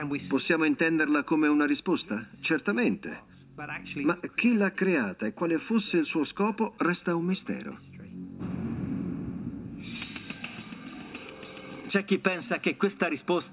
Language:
Italian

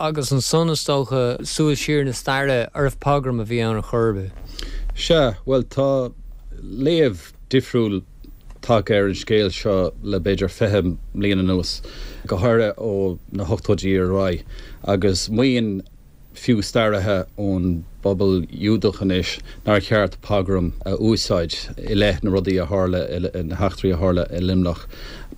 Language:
Irish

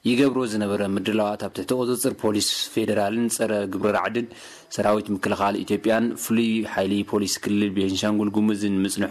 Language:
Tigrinya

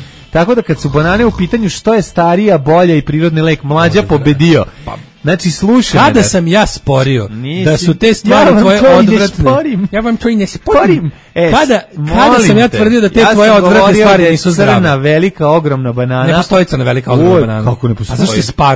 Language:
Serbian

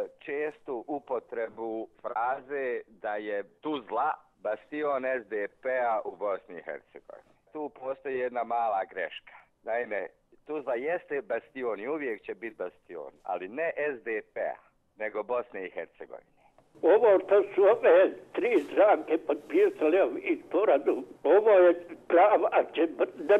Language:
Bosnian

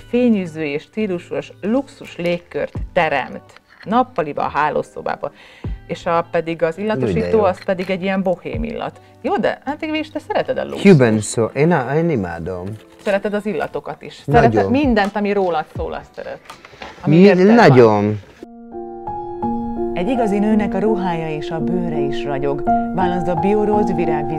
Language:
Hungarian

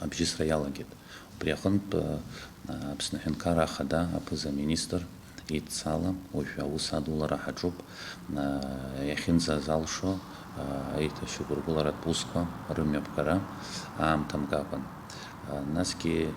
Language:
Abkhazian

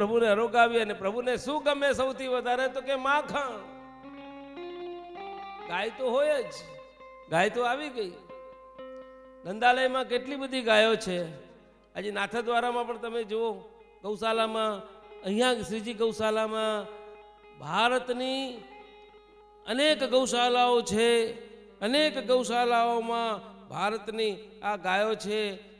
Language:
Gujarati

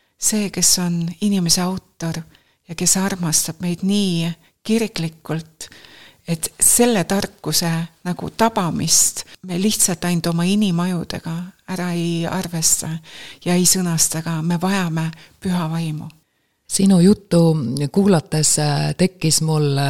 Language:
Estonian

